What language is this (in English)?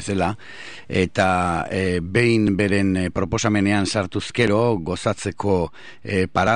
Basque